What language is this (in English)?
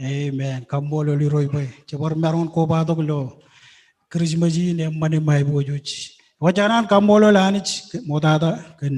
Marshallese